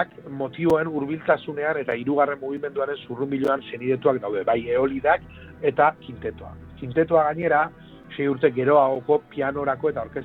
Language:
Basque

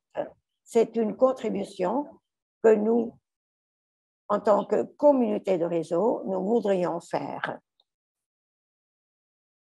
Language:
French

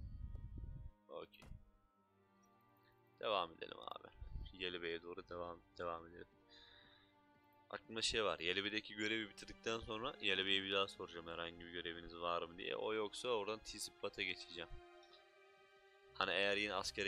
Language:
Turkish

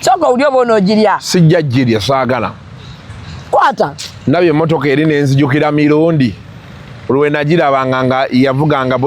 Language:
Ganda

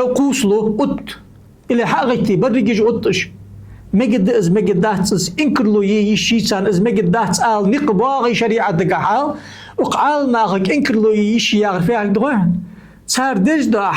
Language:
Ingush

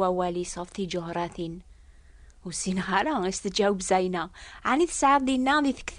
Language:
Kabyle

